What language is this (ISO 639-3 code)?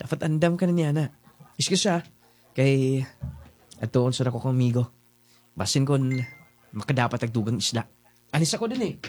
ceb